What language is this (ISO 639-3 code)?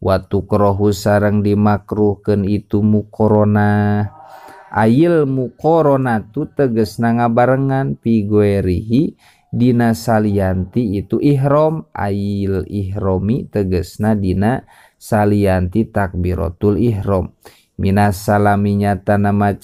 sun